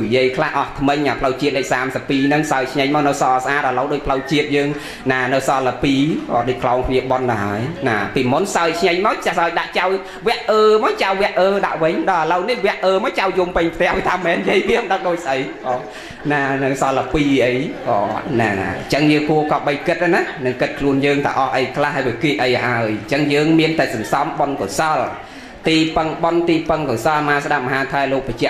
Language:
Khmer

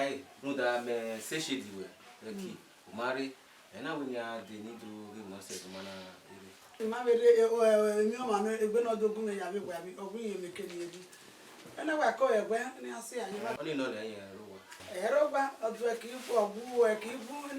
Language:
Bini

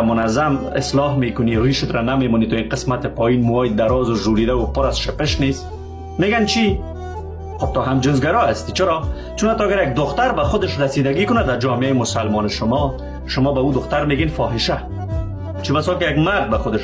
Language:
Persian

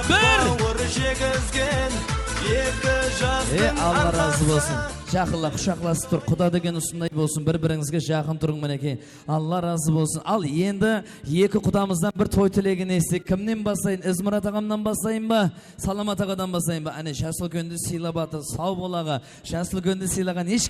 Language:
Kara-Kalpak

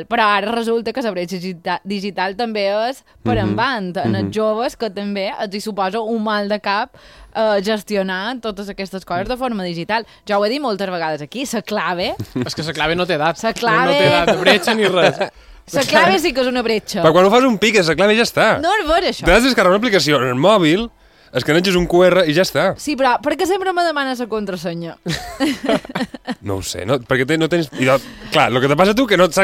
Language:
Catalan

